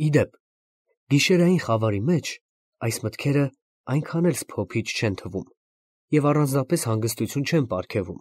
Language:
Armenian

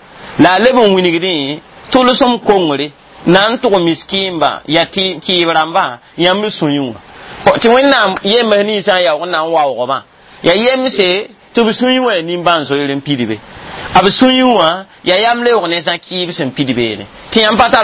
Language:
Mossi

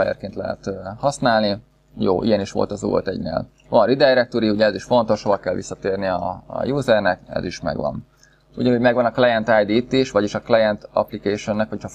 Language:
Hungarian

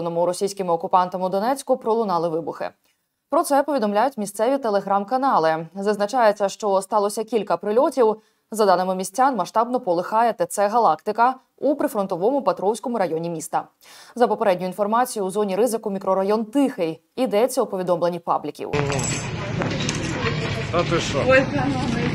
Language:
Ukrainian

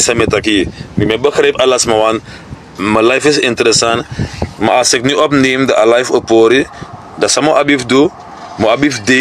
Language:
Sranan Tongo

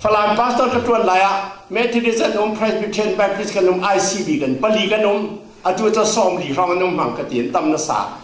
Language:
Falam Chin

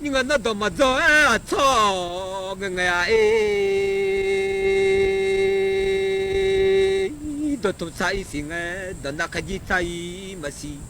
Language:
Akha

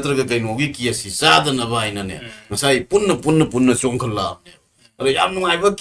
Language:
Manipuri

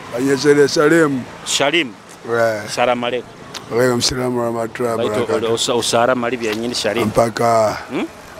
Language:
Nyoro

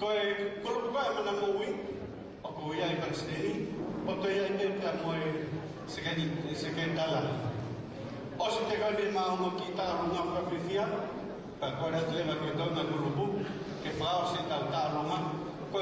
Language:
Tongan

